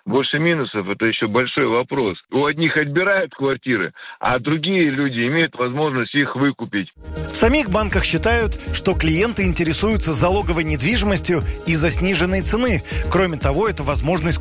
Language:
Russian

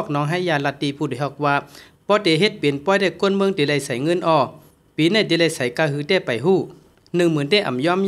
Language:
Shan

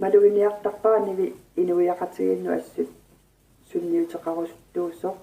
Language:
Kalaallisut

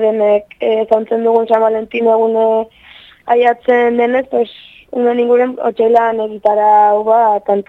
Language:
Basque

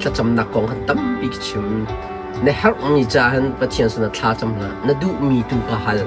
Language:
Hakha Chin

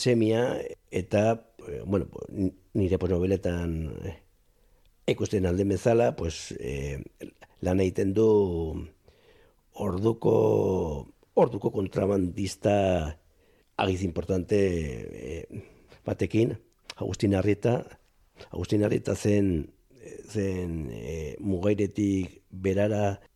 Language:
Basque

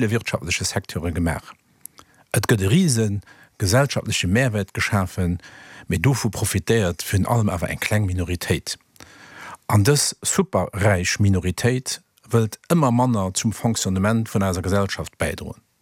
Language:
Luxembourgish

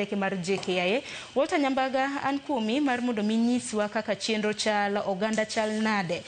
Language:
Luo (Kenya and Tanzania)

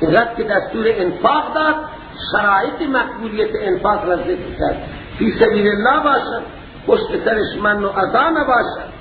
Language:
Persian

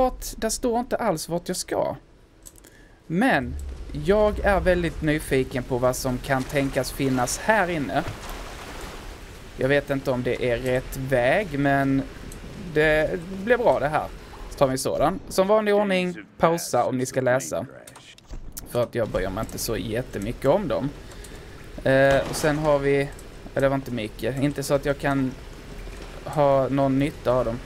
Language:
Swedish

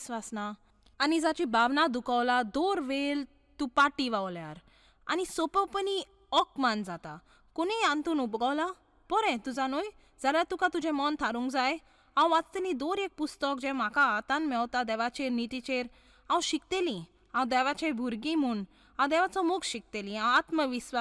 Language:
Konkani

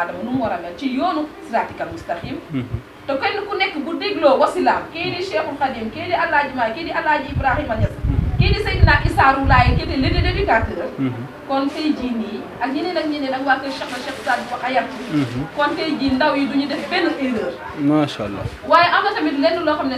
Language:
Wolof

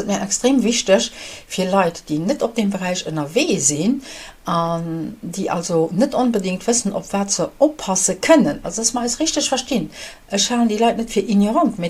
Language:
Luxembourgish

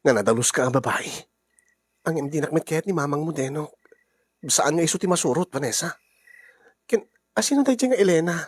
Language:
Iloko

